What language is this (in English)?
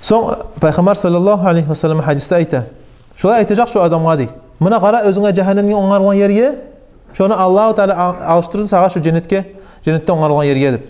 Kumyk